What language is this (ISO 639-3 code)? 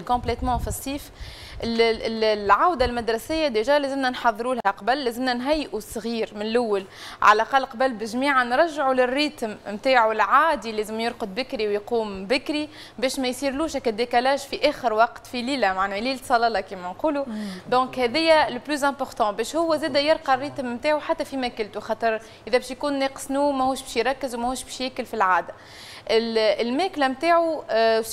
aeb